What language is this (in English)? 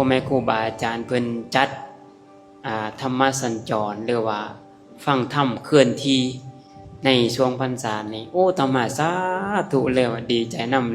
Lao